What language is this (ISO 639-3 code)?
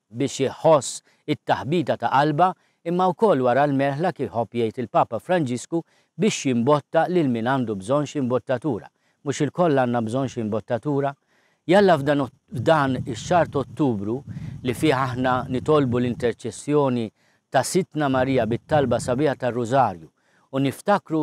mlt